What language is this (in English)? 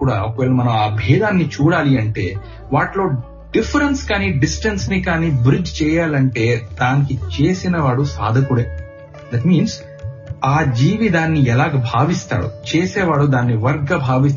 Telugu